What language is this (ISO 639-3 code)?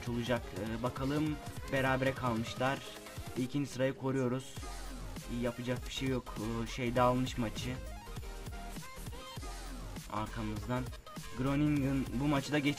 tur